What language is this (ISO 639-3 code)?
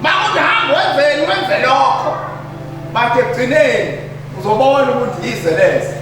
zul